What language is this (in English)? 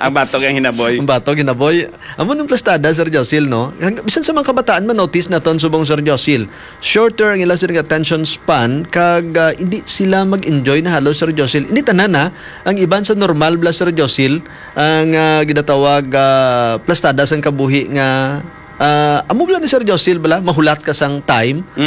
Hiligaynon